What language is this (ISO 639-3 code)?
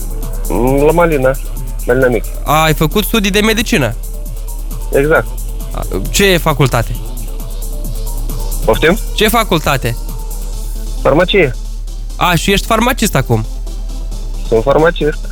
ron